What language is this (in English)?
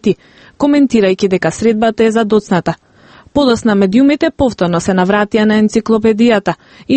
Macedonian